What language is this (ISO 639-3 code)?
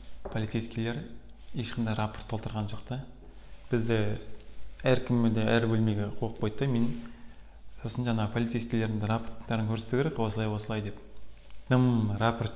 kaz